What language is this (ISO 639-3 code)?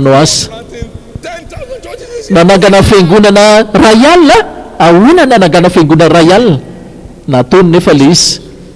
mlg